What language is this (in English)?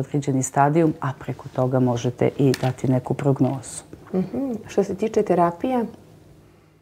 Serbian